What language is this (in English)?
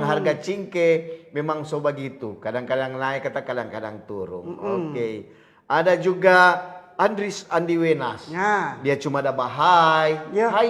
Manado Malay